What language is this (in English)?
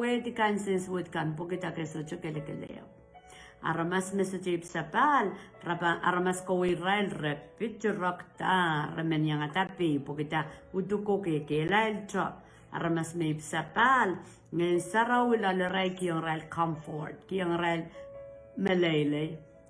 Pohnpeian